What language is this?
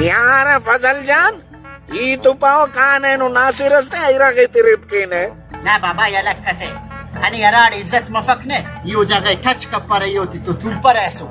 Brahui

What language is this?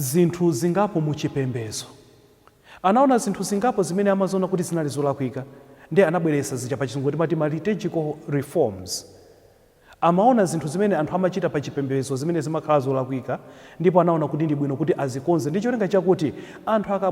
Nyanja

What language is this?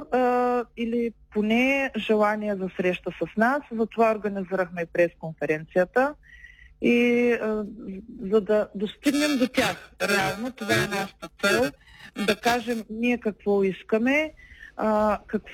Bulgarian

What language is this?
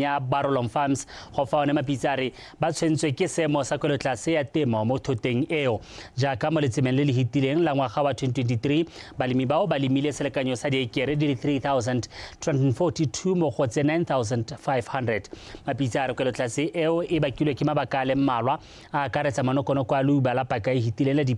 Tswana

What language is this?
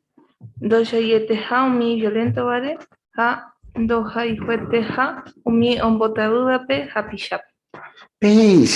Guarani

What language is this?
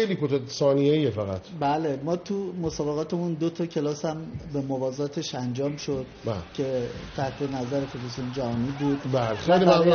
Persian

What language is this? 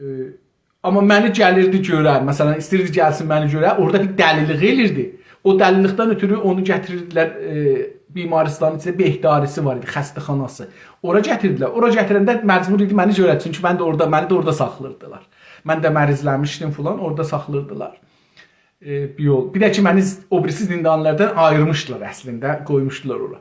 South Azerbaijani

